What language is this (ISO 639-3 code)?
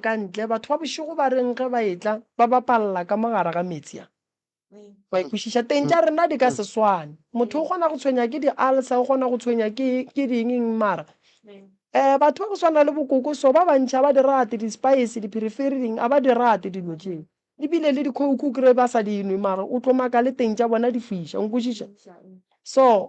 nso